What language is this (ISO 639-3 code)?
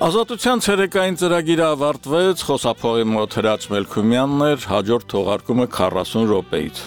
hye